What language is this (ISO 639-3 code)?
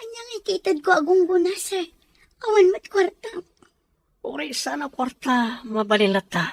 ilo